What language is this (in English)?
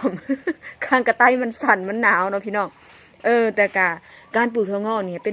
Northeastern Thai